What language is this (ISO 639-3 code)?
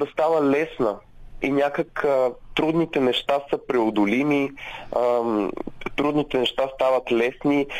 bul